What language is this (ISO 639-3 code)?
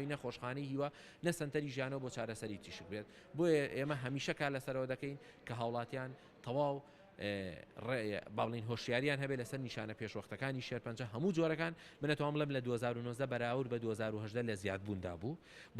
ckb